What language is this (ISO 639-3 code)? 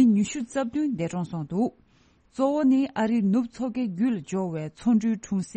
bod